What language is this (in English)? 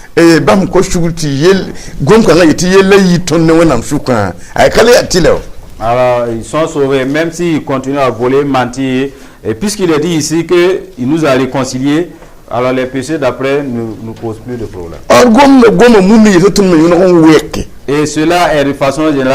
Mossi